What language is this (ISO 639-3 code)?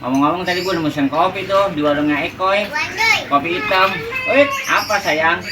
bew